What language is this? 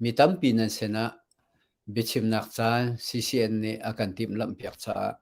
Hakha Chin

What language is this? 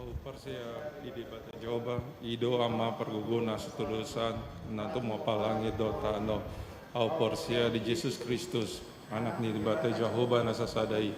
Batak Toba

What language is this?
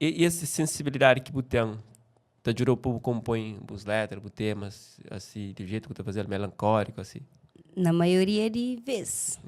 Kabuverdianu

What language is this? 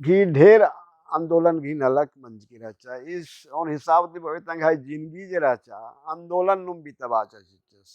Kurukh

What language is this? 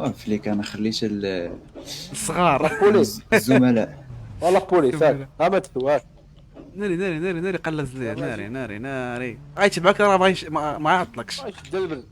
Moroccan Arabic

